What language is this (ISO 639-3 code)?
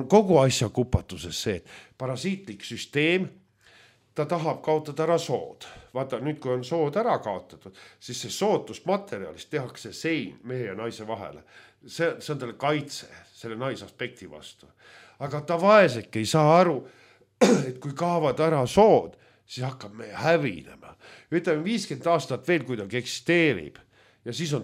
est